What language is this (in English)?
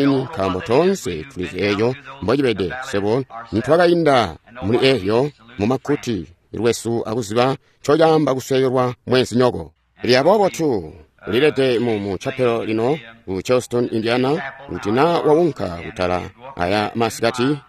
Tonga (Zambia)